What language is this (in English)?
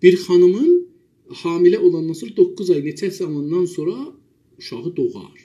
South Azerbaijani